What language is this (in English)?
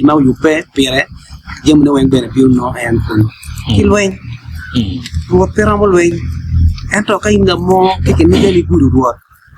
Acoli